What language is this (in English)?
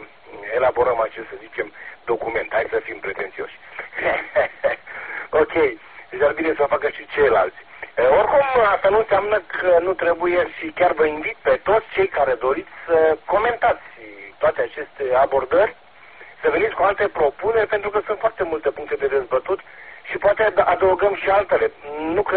Romanian